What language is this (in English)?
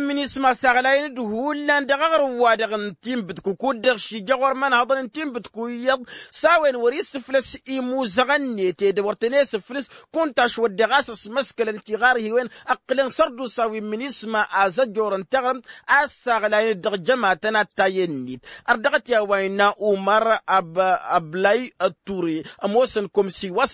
Tamasheq